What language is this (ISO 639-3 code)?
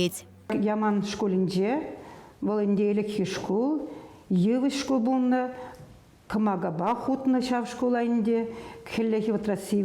chv